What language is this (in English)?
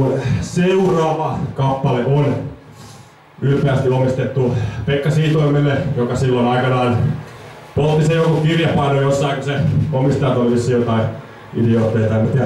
Finnish